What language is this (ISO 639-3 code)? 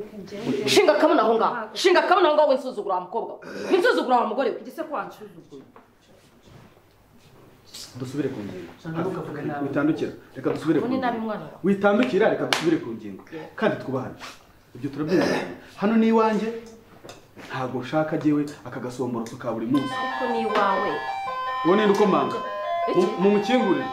kin